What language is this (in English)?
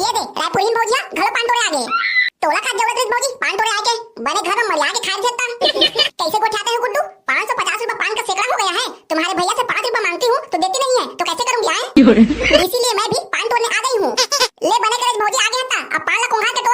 Chhattisgarhi